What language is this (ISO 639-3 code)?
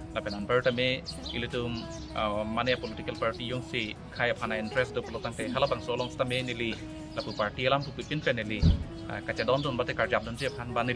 mjw